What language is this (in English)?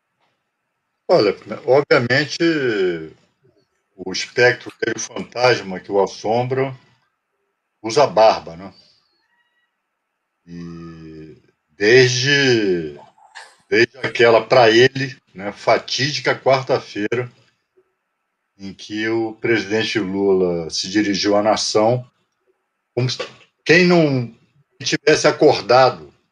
Portuguese